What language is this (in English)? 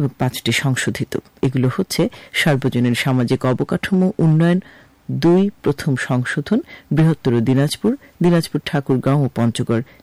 Bangla